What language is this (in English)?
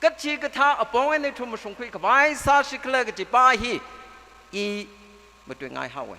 Tangkhul Naga (India)